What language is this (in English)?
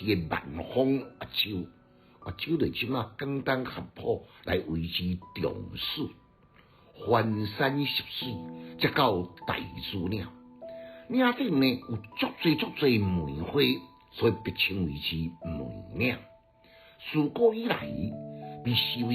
Min Nan Chinese